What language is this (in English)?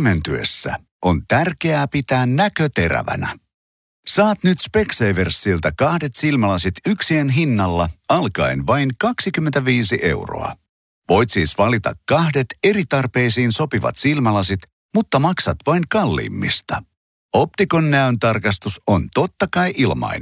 Finnish